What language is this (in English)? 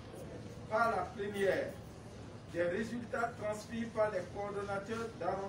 French